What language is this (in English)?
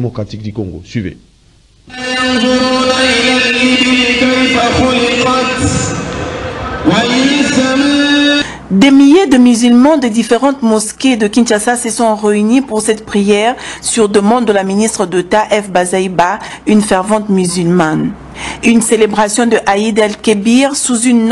French